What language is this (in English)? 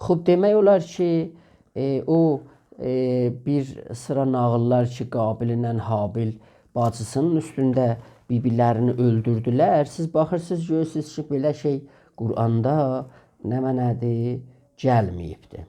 South Azerbaijani